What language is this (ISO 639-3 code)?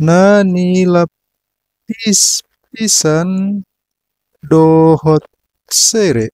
bbc